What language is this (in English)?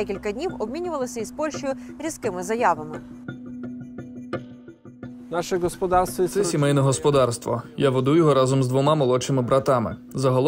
Ukrainian